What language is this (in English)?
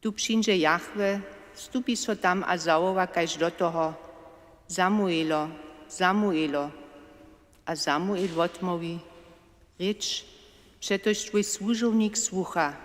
Upper Sorbian